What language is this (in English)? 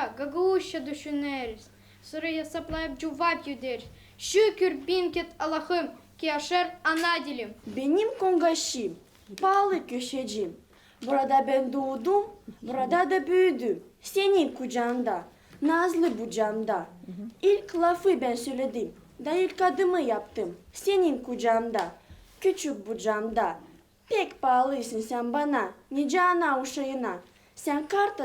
Gagauz